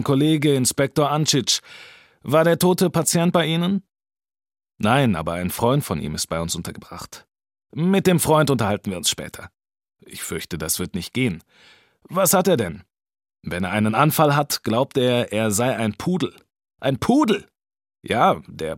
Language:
German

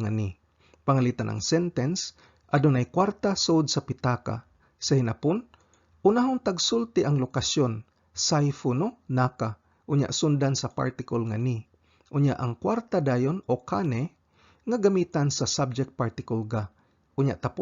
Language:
Cebuano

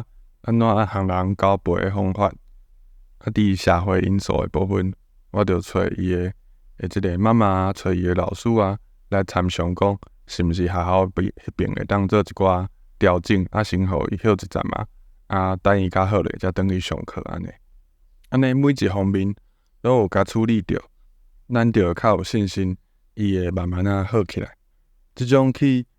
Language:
Min Nan Chinese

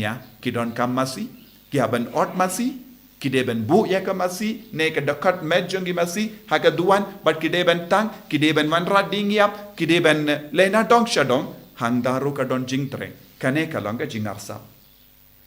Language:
Khasi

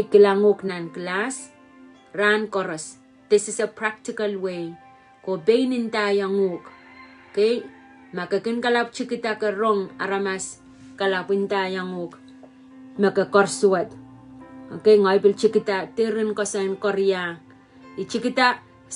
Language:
Pohnpeian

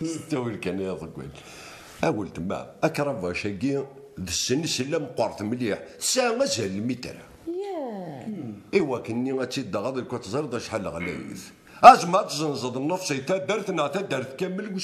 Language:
Kabyle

